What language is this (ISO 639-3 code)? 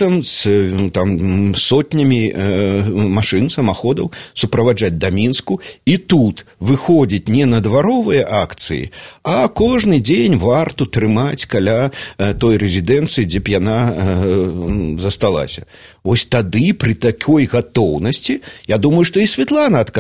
bel